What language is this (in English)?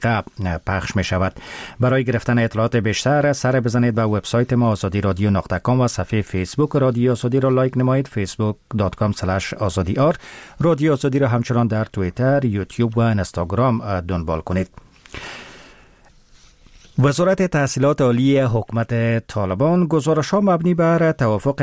Persian